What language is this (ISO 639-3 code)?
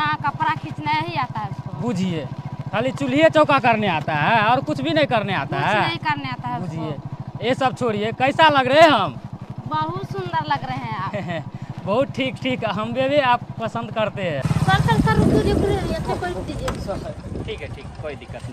mai